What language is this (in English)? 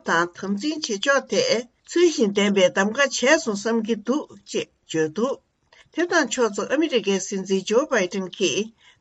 Tibetan